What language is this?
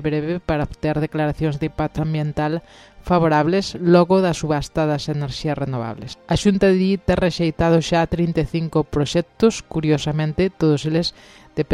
Galician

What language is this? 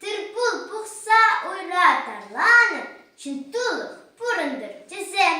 Chuvash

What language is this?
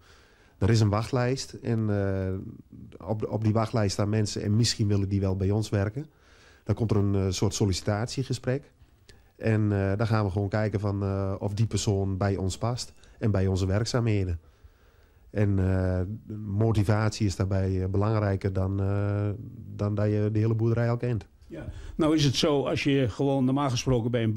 Dutch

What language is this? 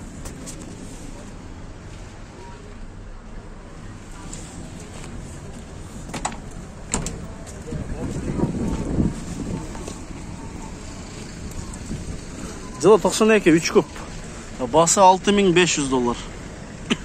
Kyrgyz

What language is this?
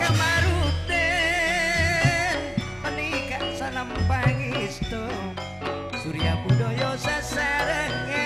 Madurese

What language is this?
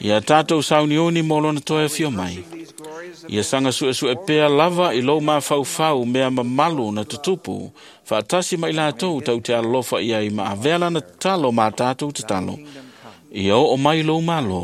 Samoan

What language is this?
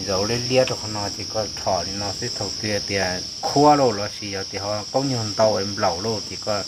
Hmong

